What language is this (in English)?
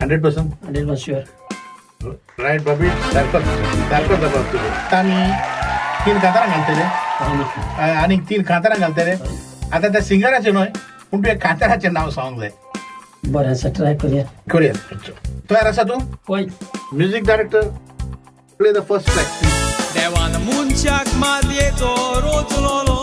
Konkani